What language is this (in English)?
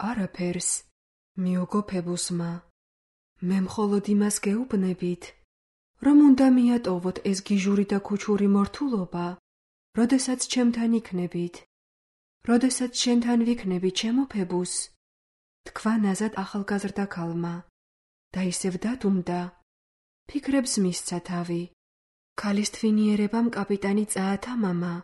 Georgian